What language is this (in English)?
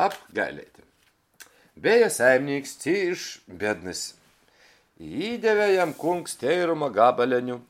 Latgalian